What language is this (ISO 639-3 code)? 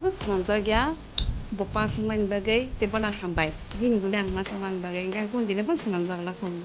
trp